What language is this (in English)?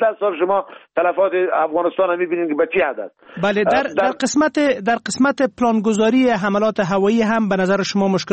Persian